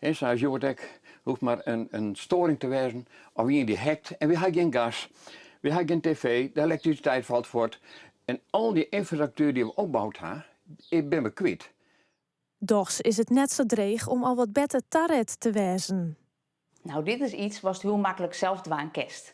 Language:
Western Frisian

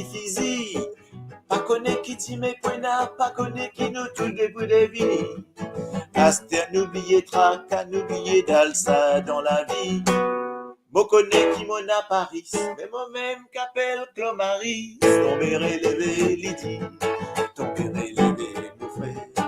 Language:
Morisyen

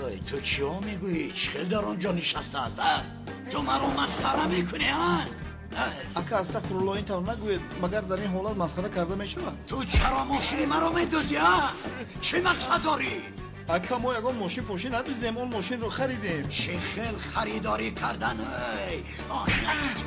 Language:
Tajik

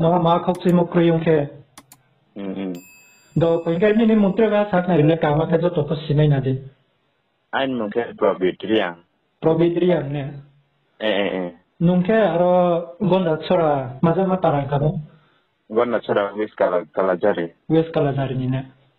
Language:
Riang (India)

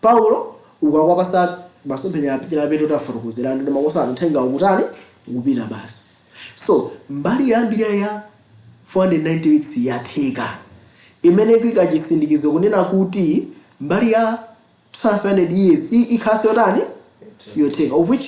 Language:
Nyanja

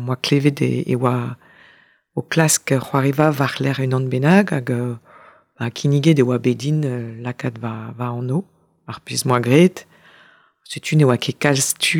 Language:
Breton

